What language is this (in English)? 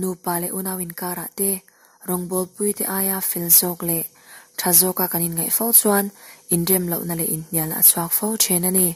Mizo